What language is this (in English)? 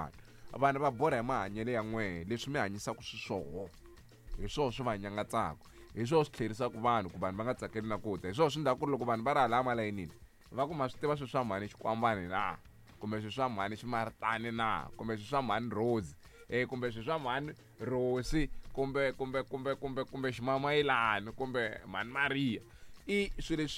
Tsonga